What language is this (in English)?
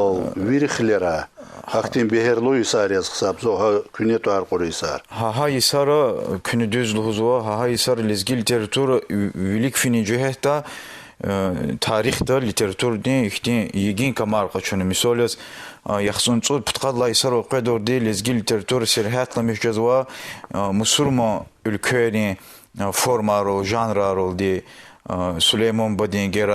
Lezghian